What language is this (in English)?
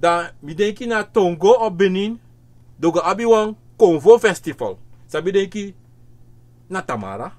Sranan Tongo